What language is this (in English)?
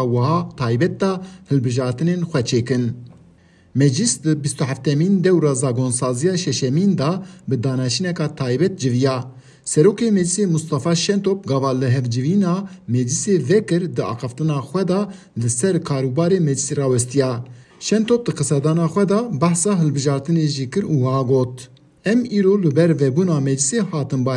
Kurdish